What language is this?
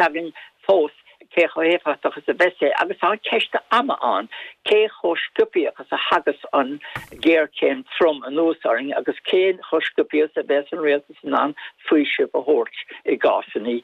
Irish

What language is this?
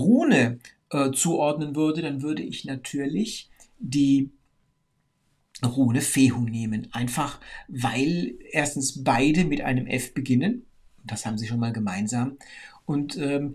German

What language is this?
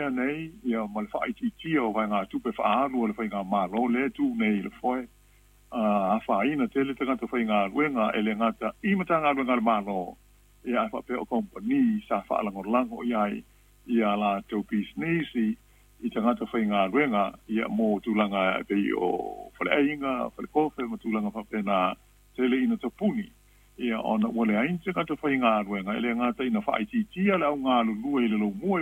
Samoan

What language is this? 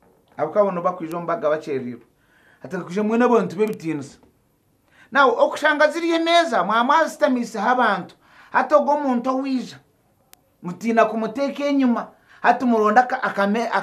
Nyankole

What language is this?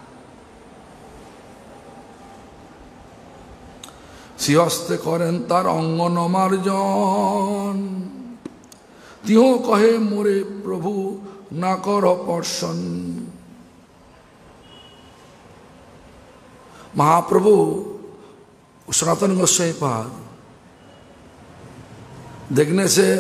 Hindi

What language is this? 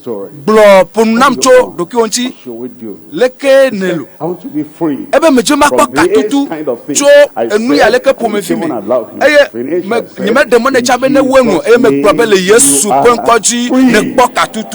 Ewe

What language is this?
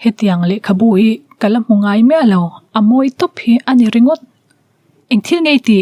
Mizo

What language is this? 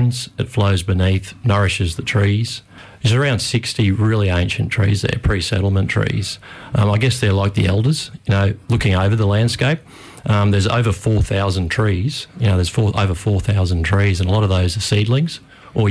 English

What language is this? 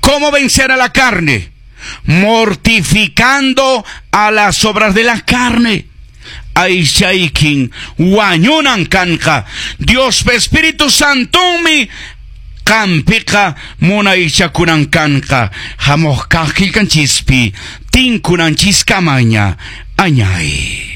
Quechua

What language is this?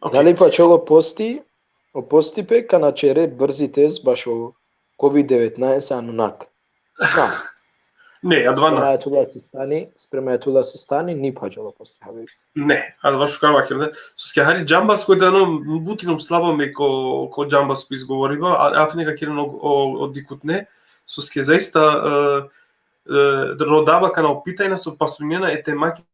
Balkan Romani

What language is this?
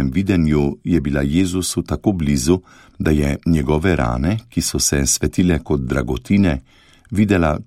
Slovenian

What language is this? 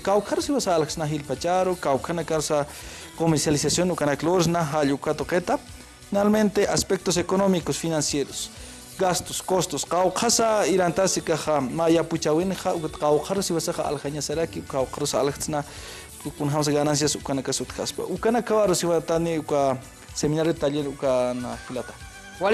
Aymara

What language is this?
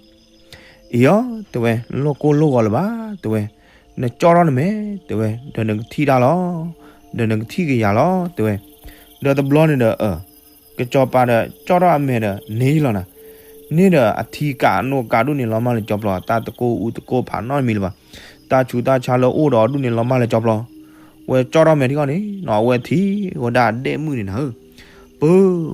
S'gaw Karen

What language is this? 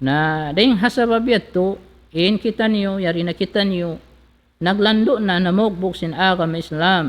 Tausug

